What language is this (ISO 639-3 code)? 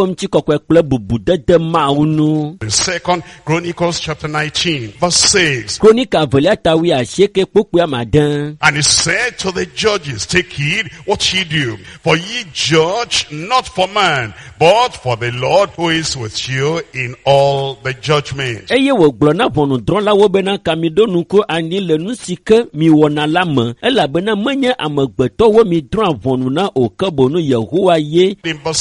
ewe